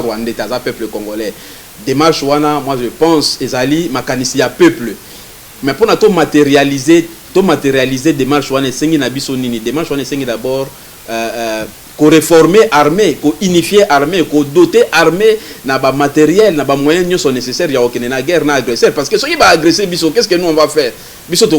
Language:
Lingala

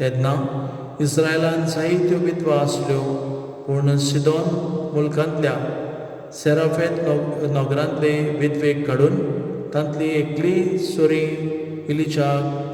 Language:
Konkani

